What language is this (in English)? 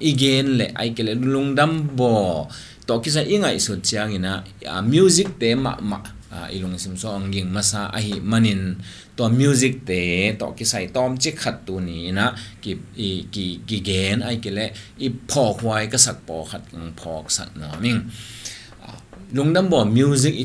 Tedim Chin